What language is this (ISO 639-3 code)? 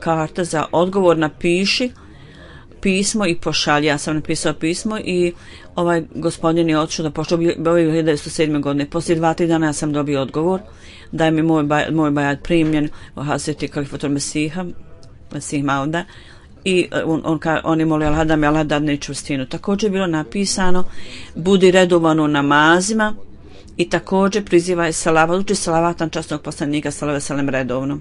bos